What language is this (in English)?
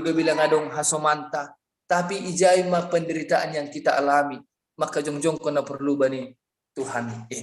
Batak Simalungun